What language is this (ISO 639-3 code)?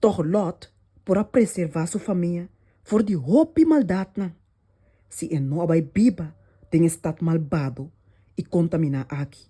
pap